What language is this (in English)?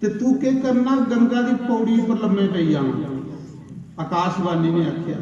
Dogri